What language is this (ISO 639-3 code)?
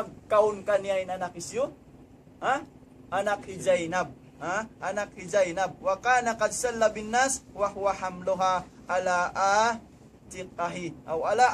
tsg